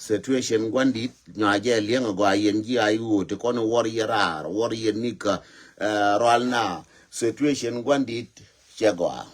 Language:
Nuer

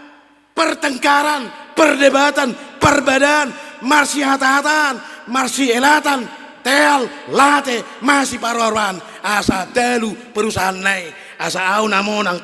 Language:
Batak Toba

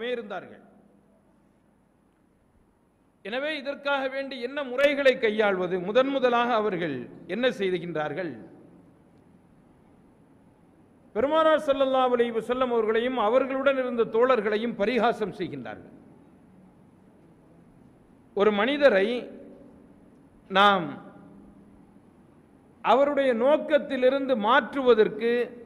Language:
Tamil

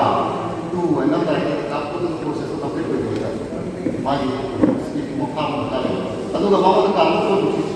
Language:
Manipuri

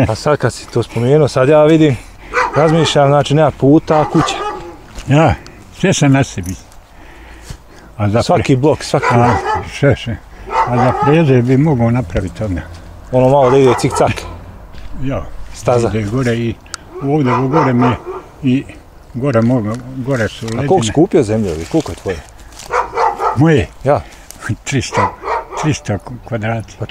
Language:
Bosnian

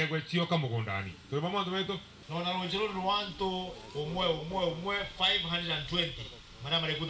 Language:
Meru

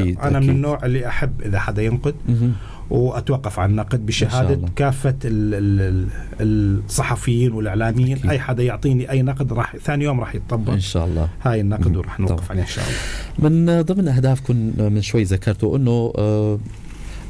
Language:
North Levantine Arabic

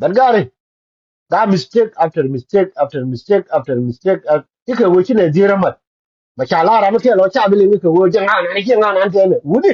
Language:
Nuer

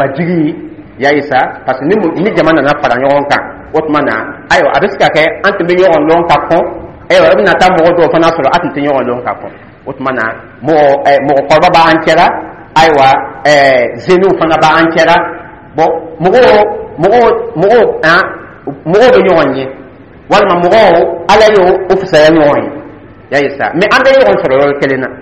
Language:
Dyula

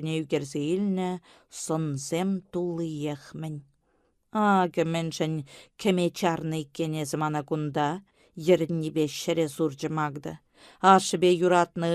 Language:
Chuvash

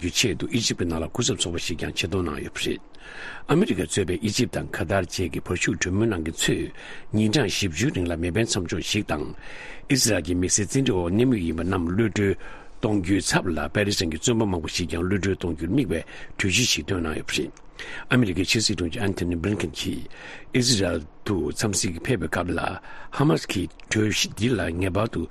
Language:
Tibetan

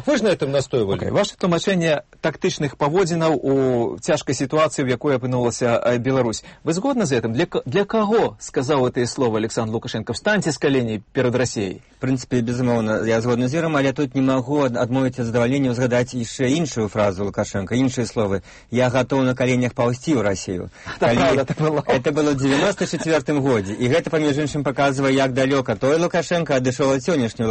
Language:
Belarusian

